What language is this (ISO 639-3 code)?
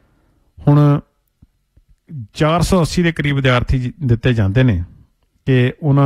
pan